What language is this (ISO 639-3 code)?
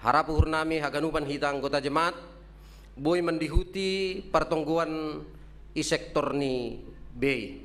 bts